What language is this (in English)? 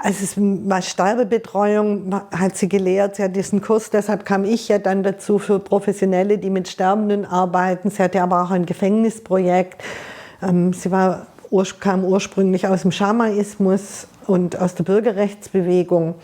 Swiss German